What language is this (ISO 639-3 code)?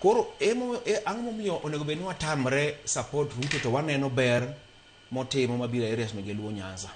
luo